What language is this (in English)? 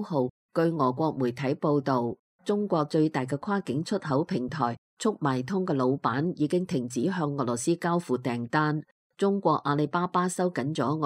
Cantonese